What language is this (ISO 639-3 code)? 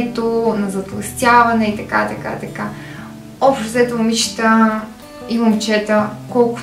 bul